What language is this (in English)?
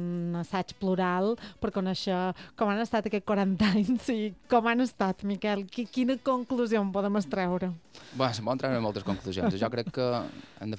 Catalan